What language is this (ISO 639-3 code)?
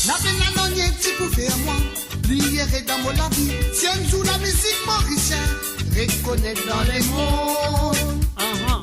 mfe